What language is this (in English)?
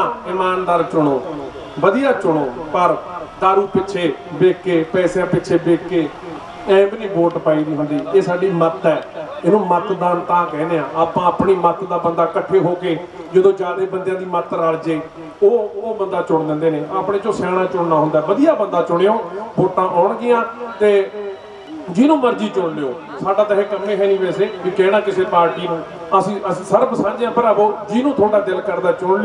Punjabi